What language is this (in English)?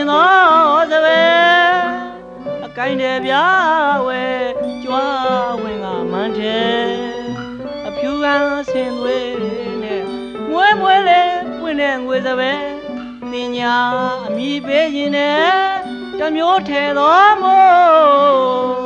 Burmese